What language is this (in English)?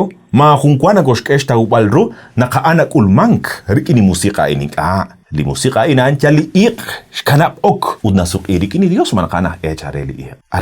Kekchí